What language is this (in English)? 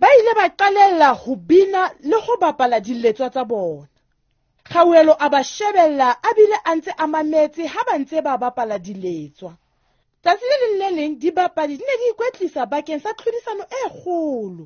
Southern Sotho